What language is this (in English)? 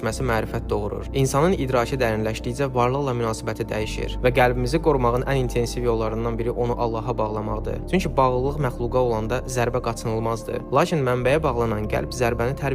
Azerbaijani